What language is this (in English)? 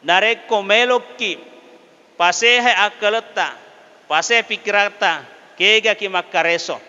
Buginese